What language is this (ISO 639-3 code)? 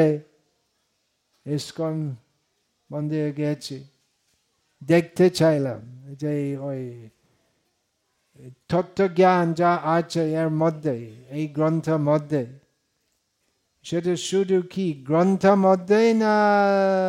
ben